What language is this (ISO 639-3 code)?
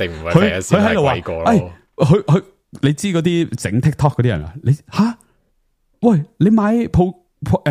yue